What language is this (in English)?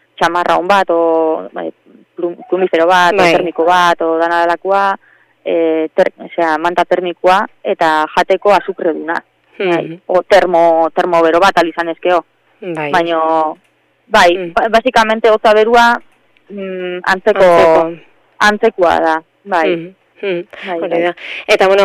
Basque